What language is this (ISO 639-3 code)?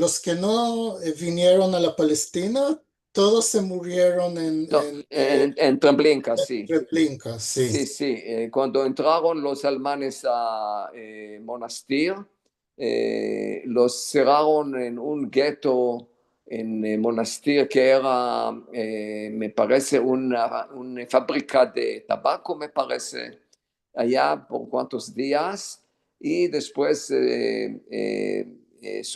lad